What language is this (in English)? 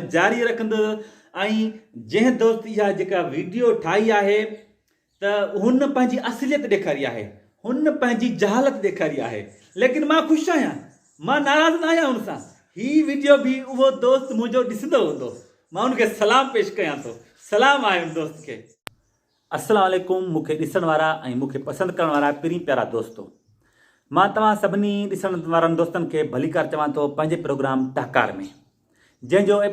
Sindhi